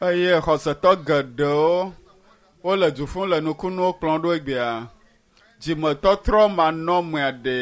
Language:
Ewe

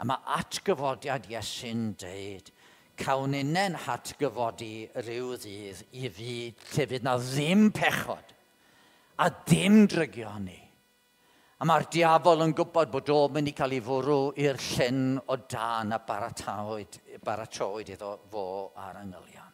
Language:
Welsh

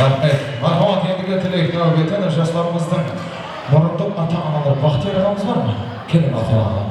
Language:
Kara-Kalpak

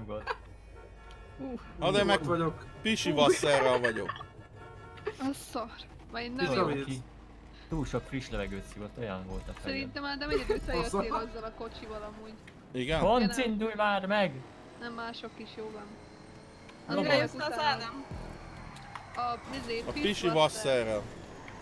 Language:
Hungarian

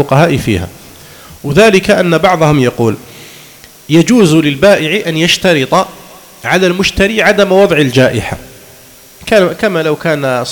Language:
Arabic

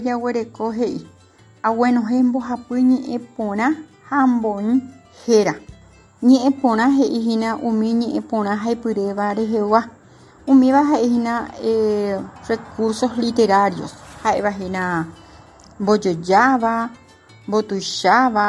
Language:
Guarani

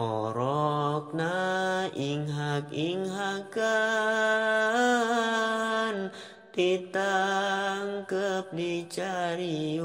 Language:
Sundanese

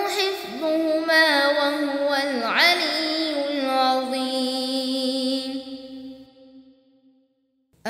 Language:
Arabic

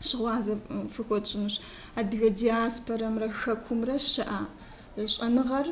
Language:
Kabardian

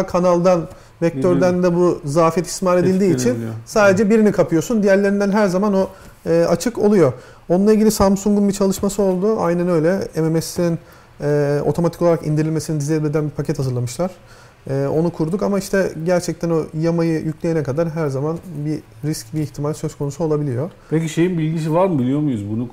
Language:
Turkish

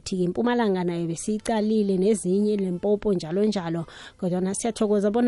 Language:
South Ndebele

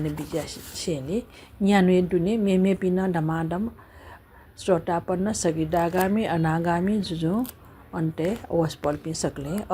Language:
Newari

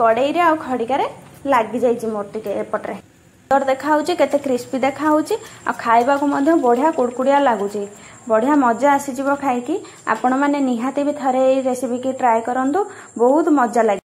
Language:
Odia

